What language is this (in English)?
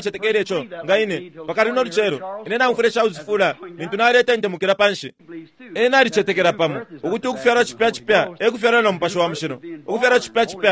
Bemba